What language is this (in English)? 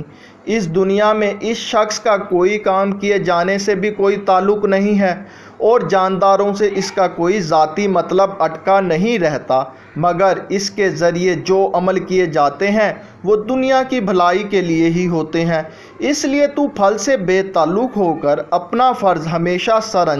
Urdu